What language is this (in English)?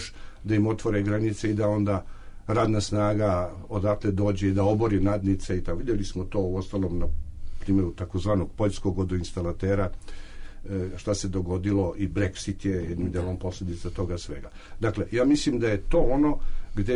Serbian